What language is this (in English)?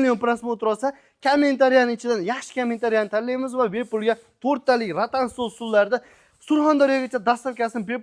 Uzbek